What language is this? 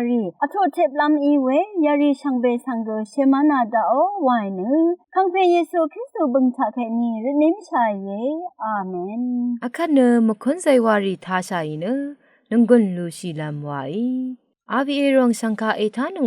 Rawang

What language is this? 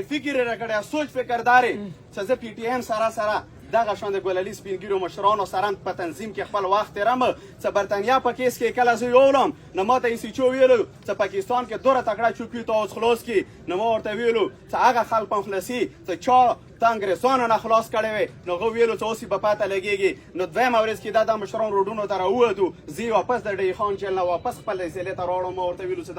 Pashto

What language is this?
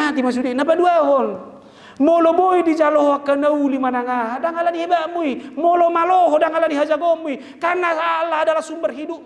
Batak Toba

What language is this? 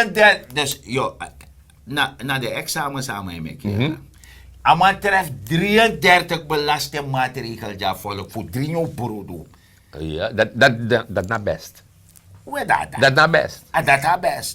Sranan Tongo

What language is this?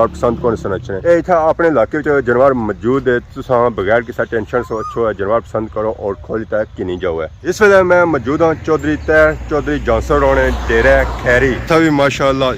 Pahari-Potwari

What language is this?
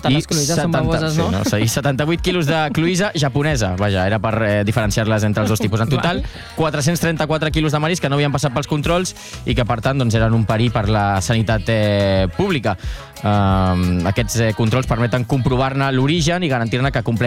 Catalan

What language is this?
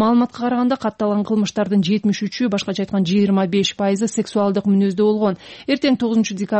Kyrgyz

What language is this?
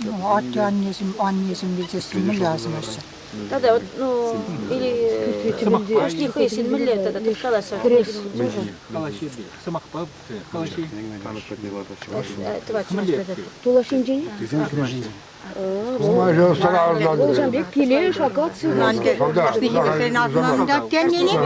Chuvash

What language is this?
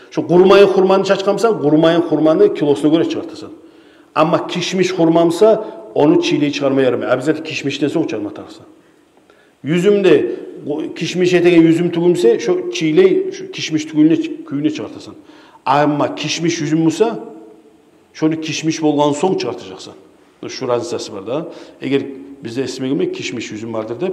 Kumyk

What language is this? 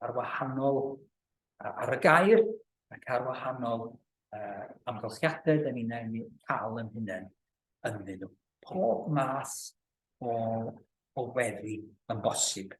Welsh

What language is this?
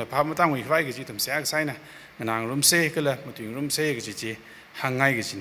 Tangkhul Naga (India)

